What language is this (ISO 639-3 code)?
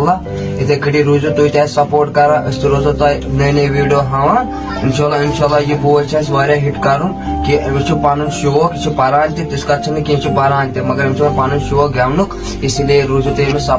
kas